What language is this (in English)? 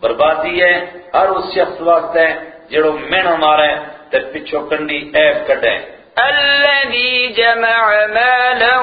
Gujari